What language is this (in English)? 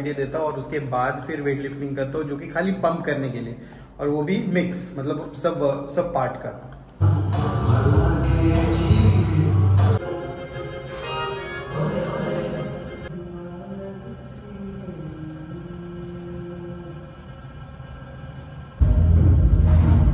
Hindi